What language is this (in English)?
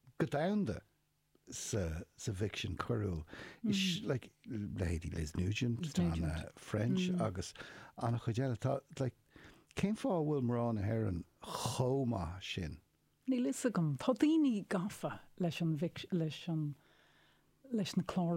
Irish